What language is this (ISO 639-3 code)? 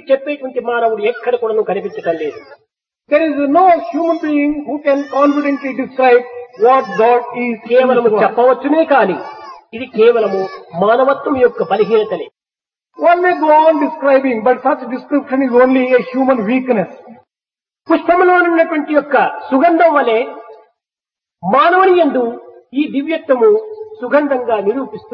tel